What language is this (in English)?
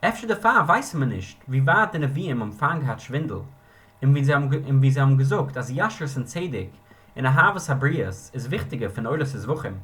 Yiddish